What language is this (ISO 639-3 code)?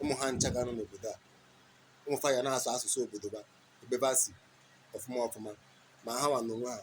ibo